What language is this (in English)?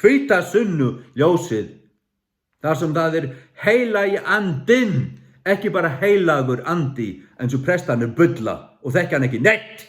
Faroese